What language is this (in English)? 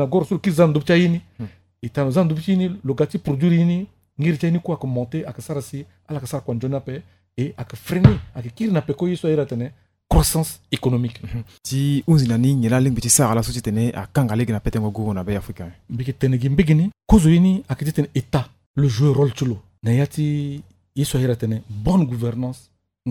Sango